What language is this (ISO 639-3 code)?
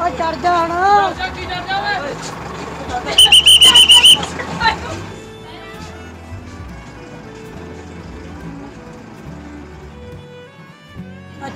pan